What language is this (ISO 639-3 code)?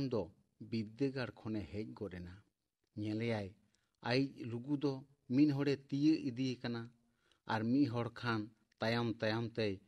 sat